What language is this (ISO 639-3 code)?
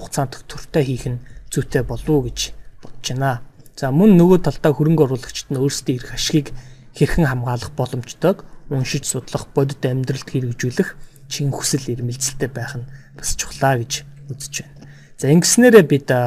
mon